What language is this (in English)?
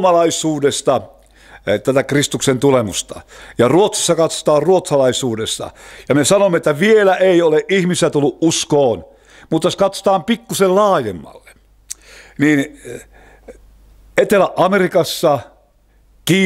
Finnish